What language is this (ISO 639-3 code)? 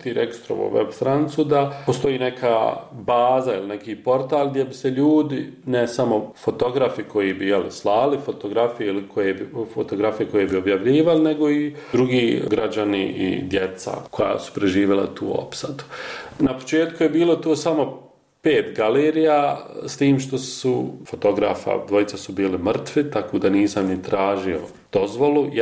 bos